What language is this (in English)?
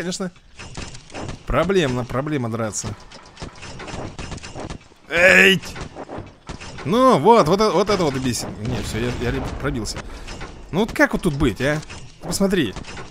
Russian